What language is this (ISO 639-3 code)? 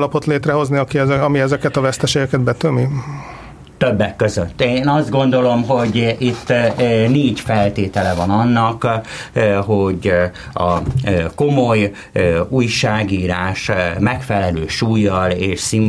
hun